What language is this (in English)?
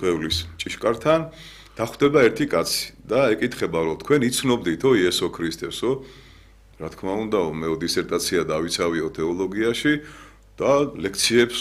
Georgian